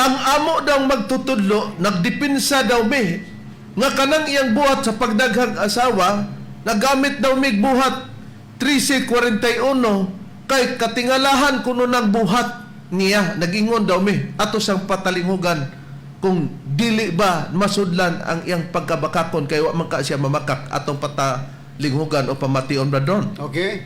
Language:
Cebuano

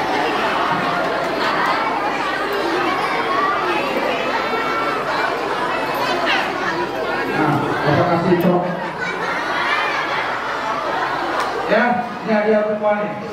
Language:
Indonesian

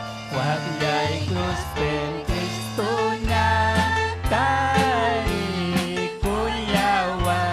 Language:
Ayacucho Quechua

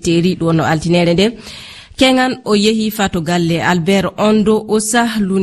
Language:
Fula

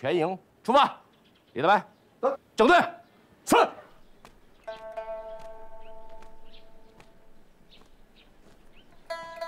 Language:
Chinese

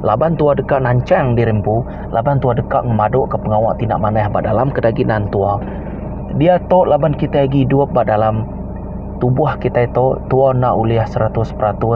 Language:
Iban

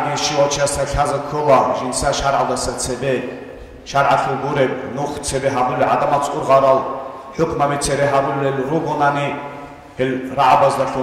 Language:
Avaric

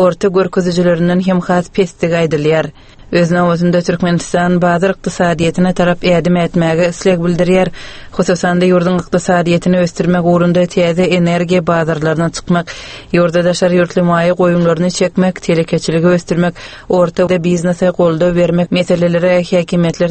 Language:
Turkmen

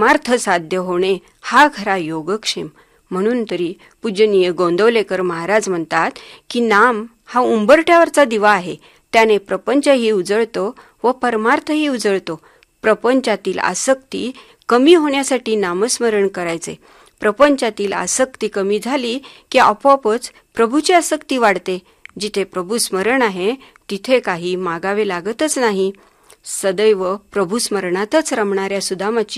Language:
Marathi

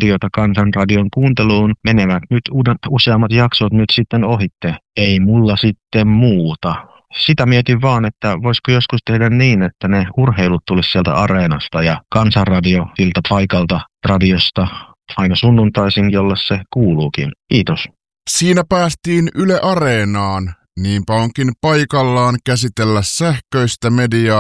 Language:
Finnish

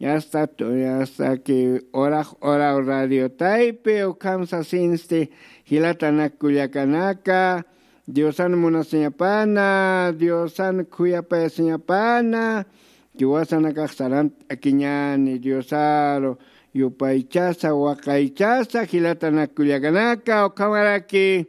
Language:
Aymara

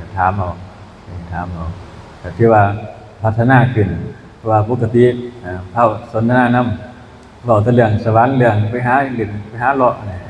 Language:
Northeastern Thai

